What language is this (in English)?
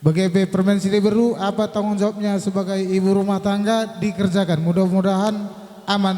Batak Karo